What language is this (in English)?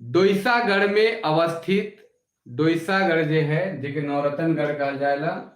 Sadri